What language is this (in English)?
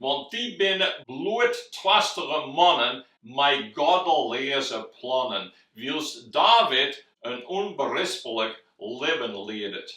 Western Frisian